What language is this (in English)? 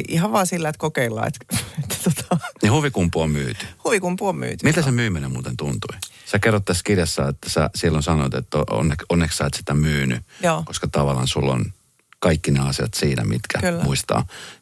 Finnish